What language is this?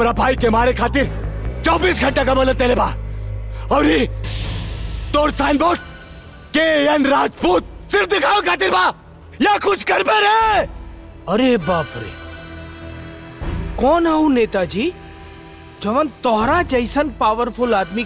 Bhojpuri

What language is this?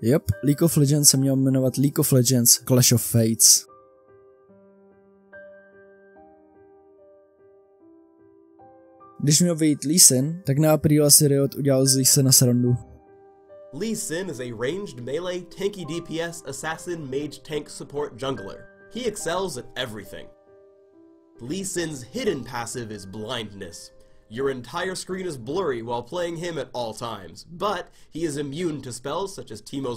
Czech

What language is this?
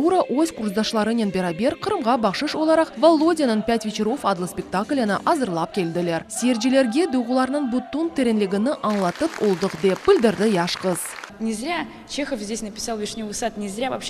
Crimean Tatar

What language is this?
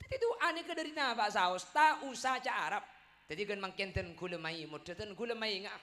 Madurese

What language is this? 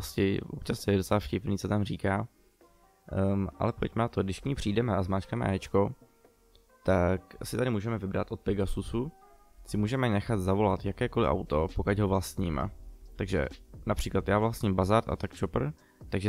Czech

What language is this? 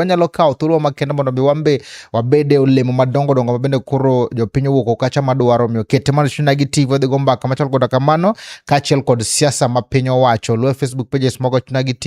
Luo (Kenya and Tanzania)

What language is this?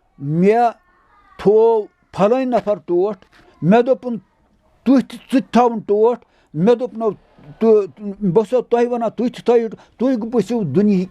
Kashmiri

